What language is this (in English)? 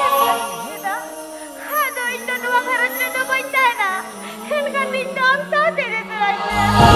Santali